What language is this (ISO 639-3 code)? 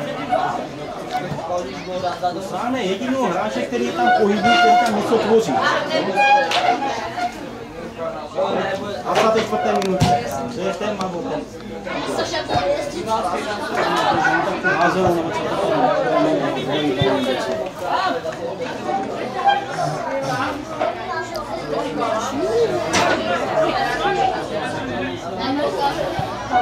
ces